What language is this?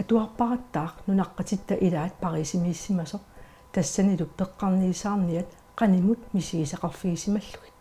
Kalaallisut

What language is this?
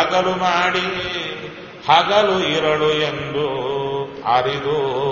Kannada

